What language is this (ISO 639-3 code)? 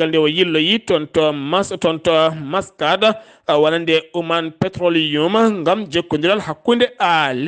ful